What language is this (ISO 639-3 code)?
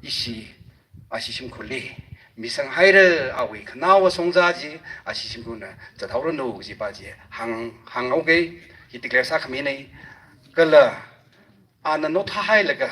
nmf